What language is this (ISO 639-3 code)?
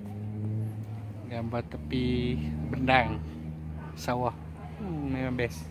msa